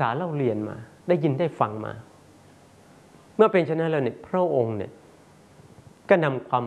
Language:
Thai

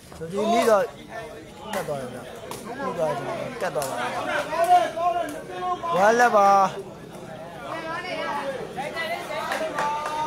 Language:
Burmese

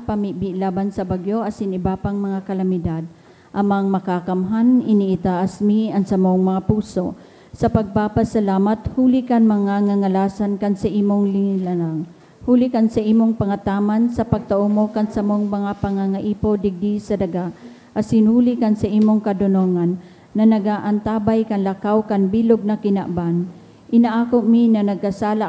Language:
Bikol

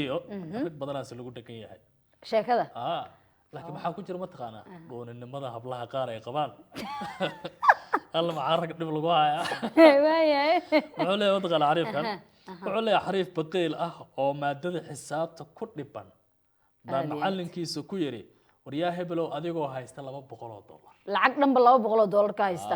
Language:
Somali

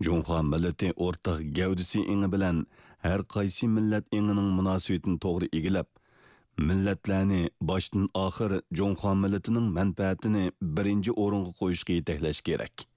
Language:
Uyghur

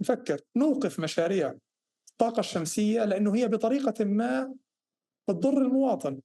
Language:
North Levantine Arabic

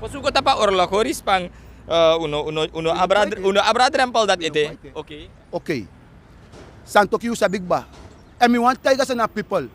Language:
Sranan Tongo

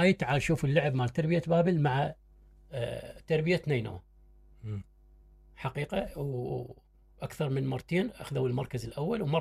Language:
Mesopotamian Arabic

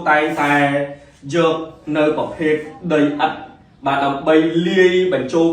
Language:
Khmer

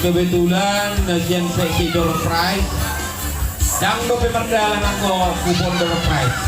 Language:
Batak Toba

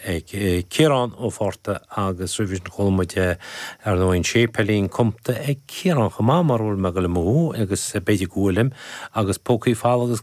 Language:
Irish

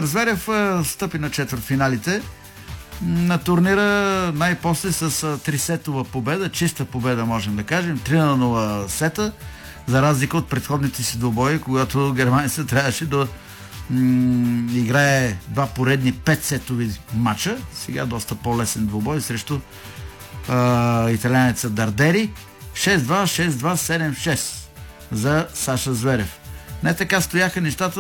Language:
Bulgarian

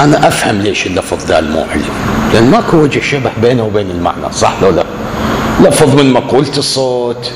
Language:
Mesopotamian Arabic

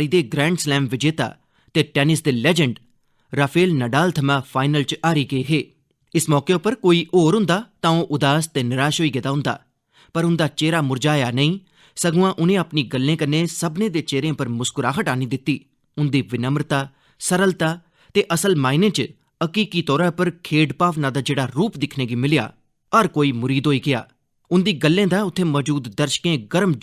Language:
Dogri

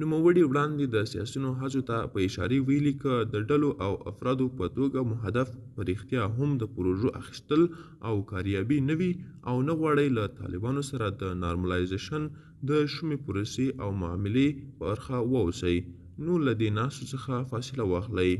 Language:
Pashto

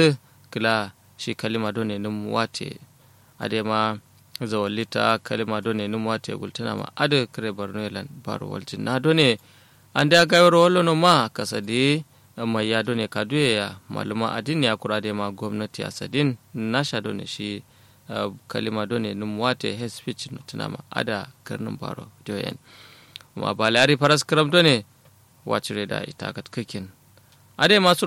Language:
Kanuri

